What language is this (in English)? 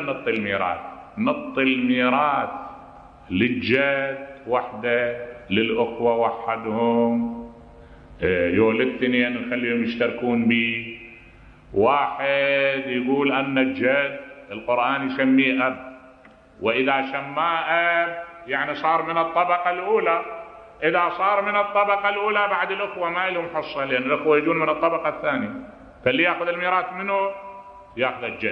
Mesopotamian Arabic